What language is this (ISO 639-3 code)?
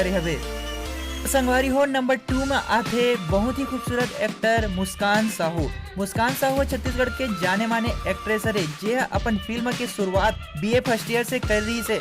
hne